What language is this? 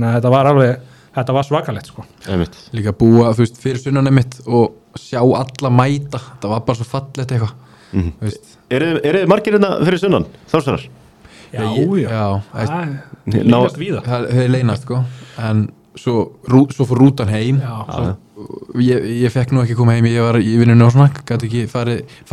Icelandic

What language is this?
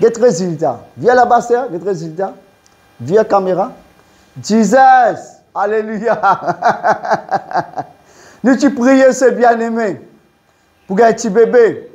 Morisyen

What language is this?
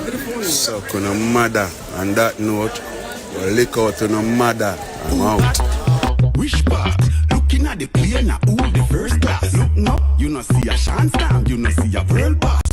Jamaican Creole English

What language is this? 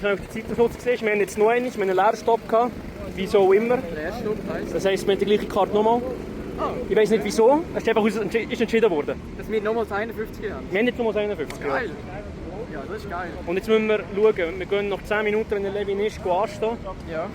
Swiss German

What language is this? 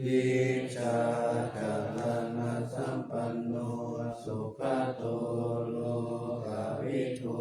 Pali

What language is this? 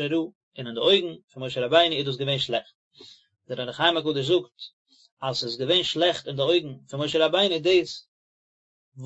Yiddish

